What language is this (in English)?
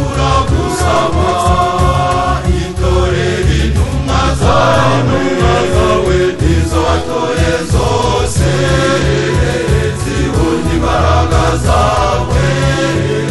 Kinyarwanda